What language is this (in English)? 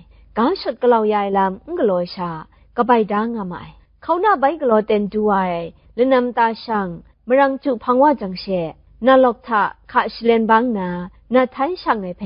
Kachin